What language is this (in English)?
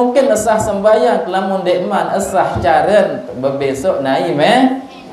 Sasak